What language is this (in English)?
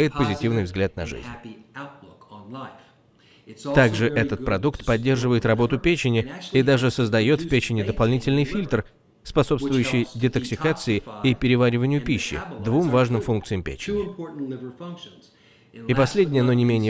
Russian